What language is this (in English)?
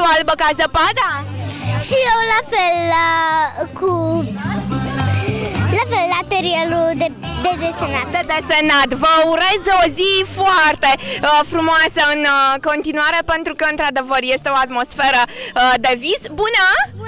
Romanian